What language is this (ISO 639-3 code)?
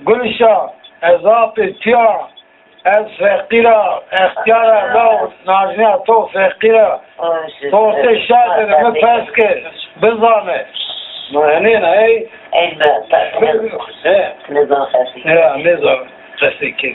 zza